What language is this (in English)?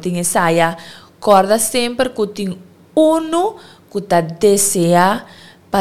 Papiamento